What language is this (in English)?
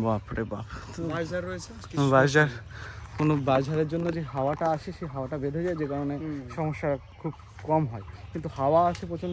Bangla